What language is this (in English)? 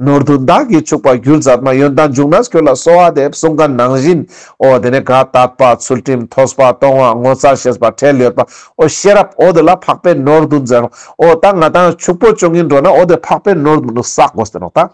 Ladakhi